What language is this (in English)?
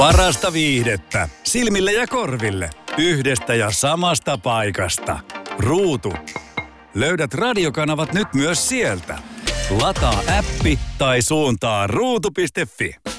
Finnish